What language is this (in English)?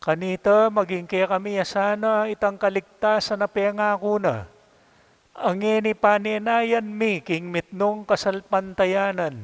Pampanga